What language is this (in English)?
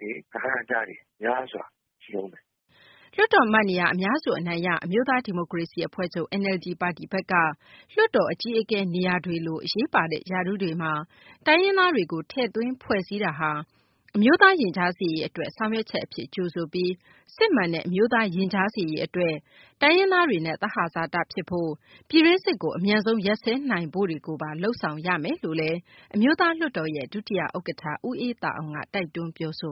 Burmese